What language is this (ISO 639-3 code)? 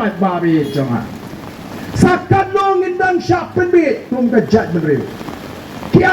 kha